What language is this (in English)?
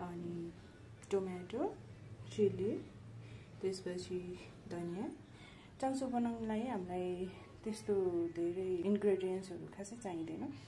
Nepali